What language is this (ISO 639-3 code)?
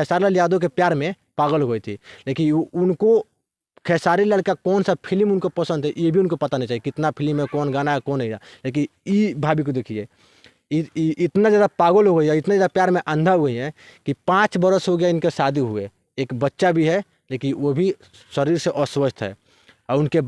bho